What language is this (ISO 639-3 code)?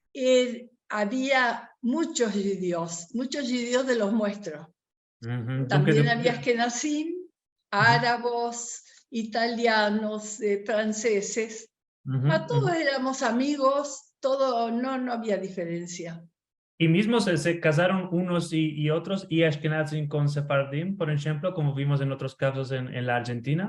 lad